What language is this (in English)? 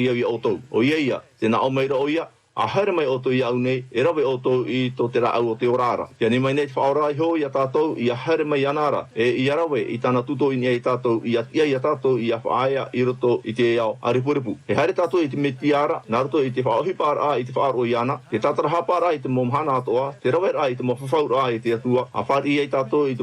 Tahitian